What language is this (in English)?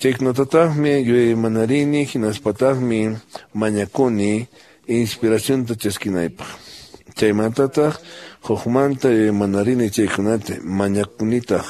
Quechua